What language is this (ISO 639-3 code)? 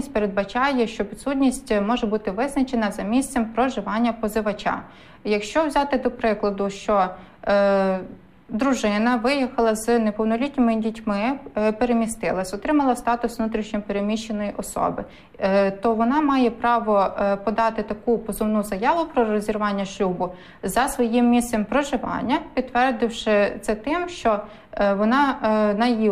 ukr